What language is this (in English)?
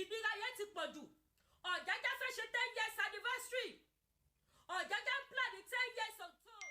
Yoruba